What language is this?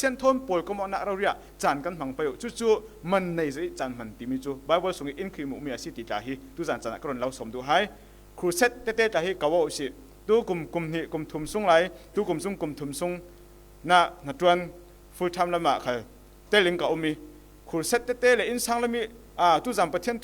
Falam Chin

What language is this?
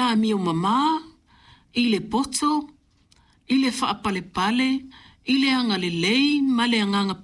Samoan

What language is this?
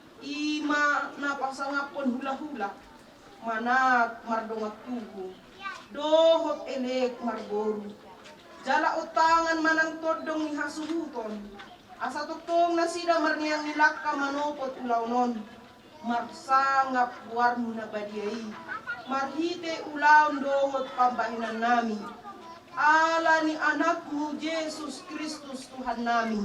Batak Toba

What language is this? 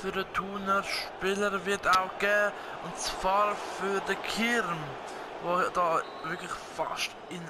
Swiss German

